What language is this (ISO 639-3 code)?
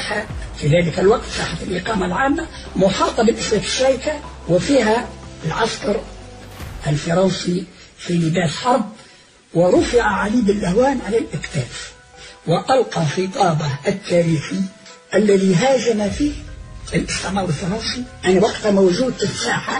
ara